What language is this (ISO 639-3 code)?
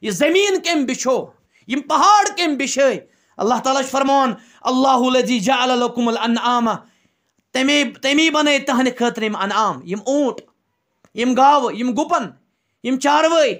kas